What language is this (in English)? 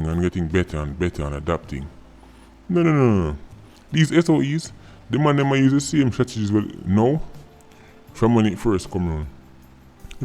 Jamaican Creole English